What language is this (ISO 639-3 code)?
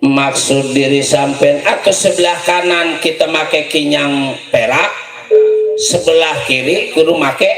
bew